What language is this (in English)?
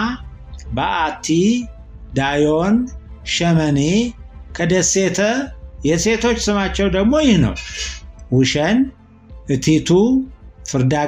Amharic